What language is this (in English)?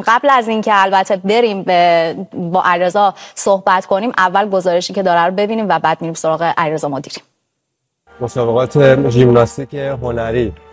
Persian